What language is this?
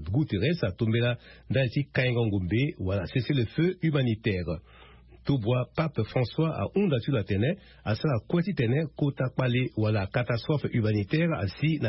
Sango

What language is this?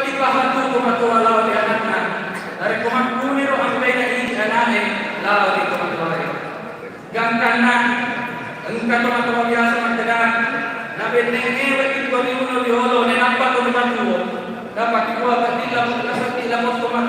Buginese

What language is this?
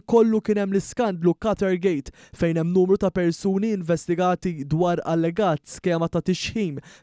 Maltese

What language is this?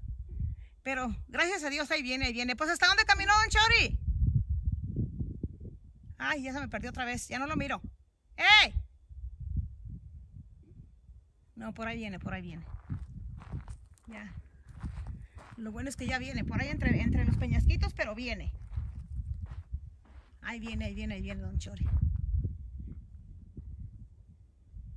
Spanish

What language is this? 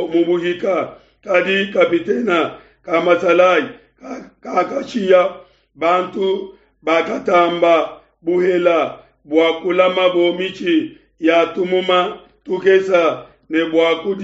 Luba-Lulua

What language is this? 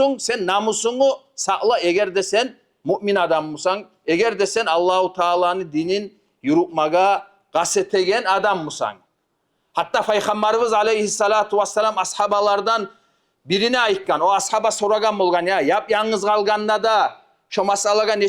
Kumyk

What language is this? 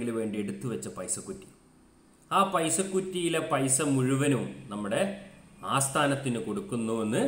Malayalam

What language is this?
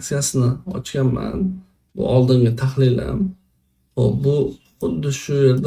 Uzbek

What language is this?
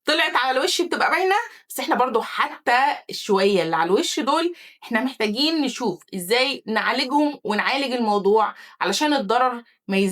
Egyptian Arabic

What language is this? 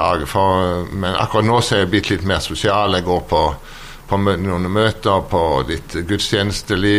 Norwegian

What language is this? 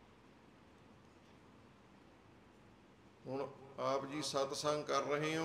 Punjabi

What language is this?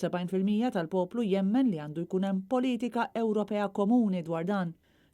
Maltese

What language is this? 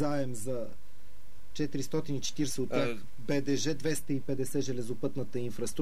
Bulgarian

